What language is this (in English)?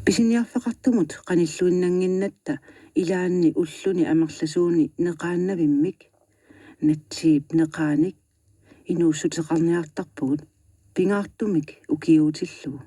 Kalaallisut